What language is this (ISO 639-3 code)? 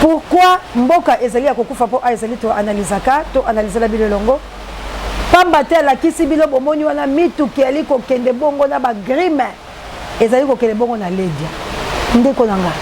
lin